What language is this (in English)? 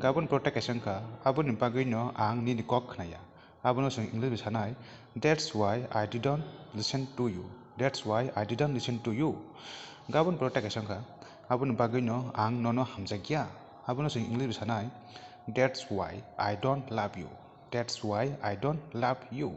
Kok Borok